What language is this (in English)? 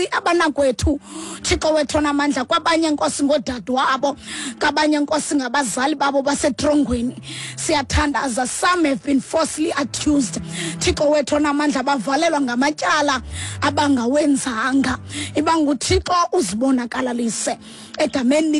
Xhosa